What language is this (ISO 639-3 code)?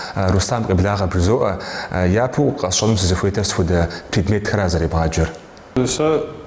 kbd